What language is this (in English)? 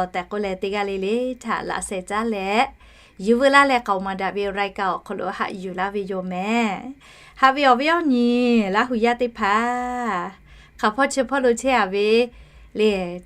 Lahu